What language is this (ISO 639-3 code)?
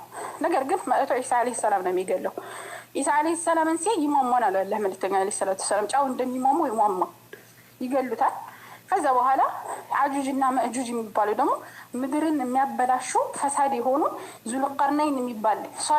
amh